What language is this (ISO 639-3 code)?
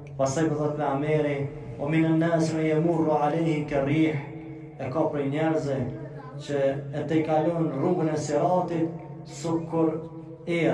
sqi